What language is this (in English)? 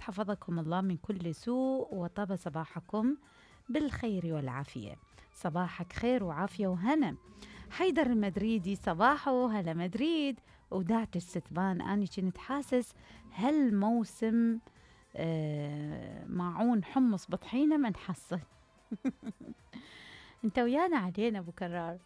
Mesopotamian Arabic